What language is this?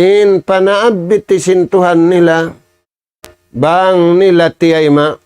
Tausug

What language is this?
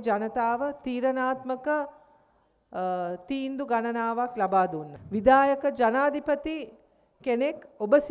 Sinhala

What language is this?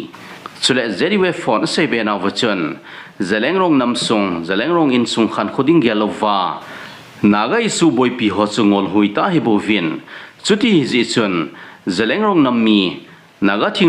Thado Chin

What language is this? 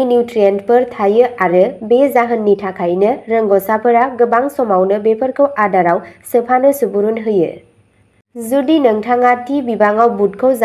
Bodo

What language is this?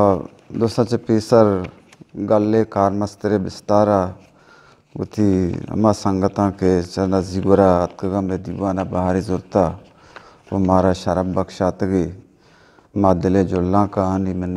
Eastern Balochi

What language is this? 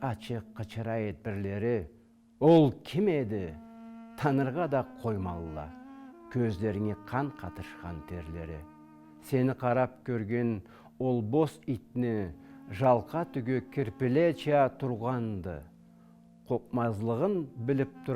Karachay-Balkar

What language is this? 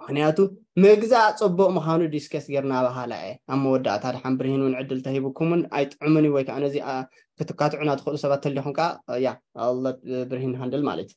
Tigrinya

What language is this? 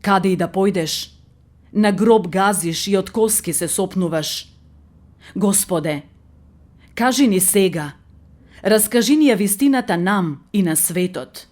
Macedonian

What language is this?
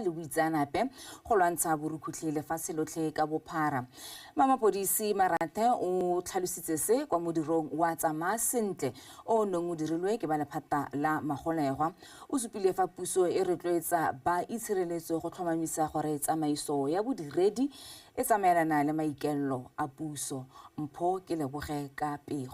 Tswana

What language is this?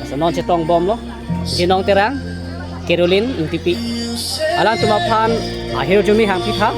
Karbi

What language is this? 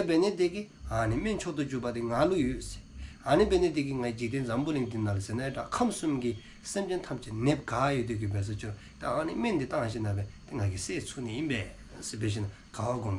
Dzongkha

